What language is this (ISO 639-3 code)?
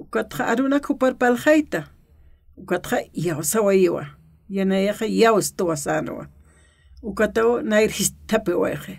aym